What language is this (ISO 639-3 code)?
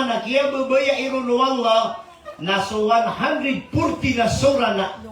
mrw